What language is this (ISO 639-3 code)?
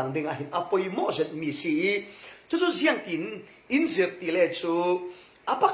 cfm